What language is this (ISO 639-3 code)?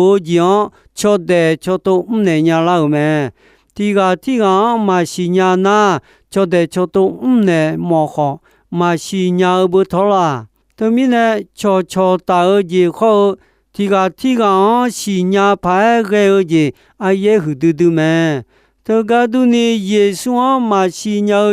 ahk